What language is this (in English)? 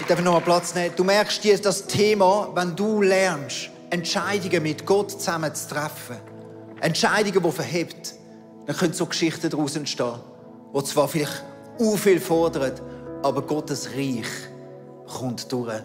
Swiss German